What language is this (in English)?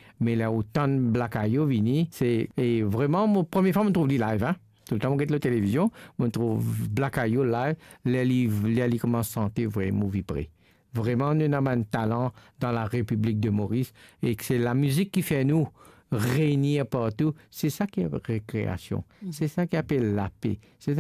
Morisyen